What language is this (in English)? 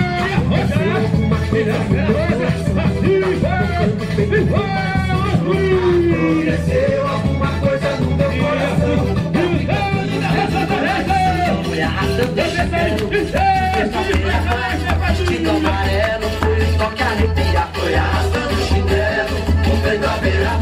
Portuguese